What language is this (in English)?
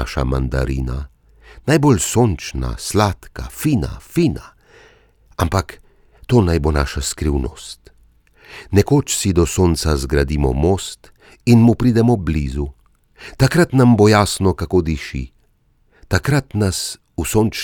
Slovenian